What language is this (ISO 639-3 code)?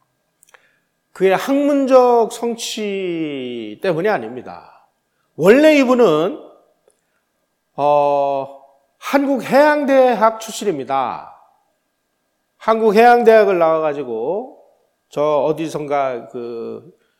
kor